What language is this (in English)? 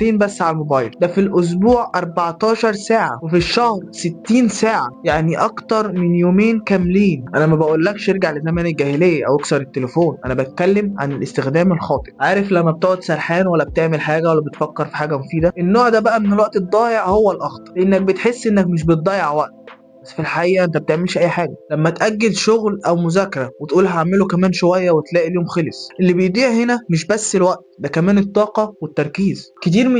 Egyptian Arabic